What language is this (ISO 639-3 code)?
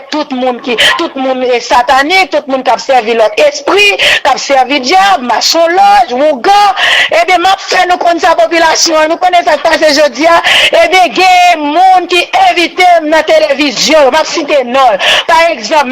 hat